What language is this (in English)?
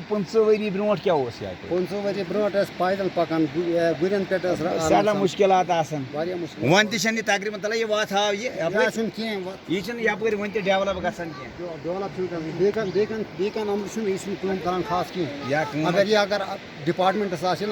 Kashmiri